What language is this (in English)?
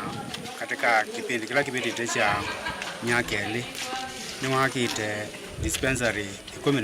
Kamba